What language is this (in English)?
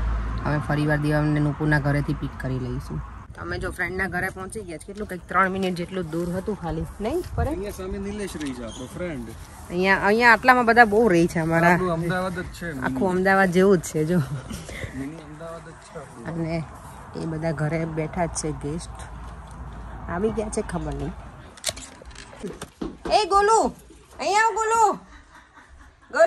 Gujarati